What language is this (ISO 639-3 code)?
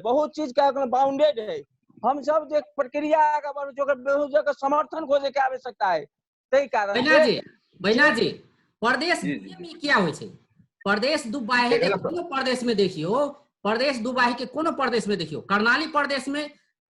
mai